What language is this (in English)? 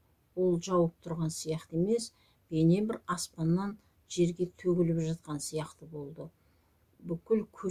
Kazakh